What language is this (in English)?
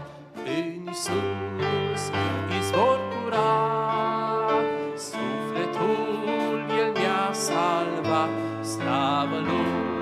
Romanian